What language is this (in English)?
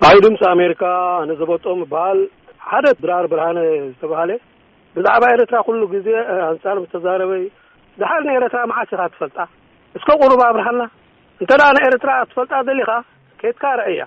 Tigrinya